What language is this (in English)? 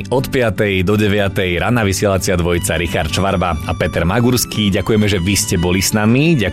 Slovak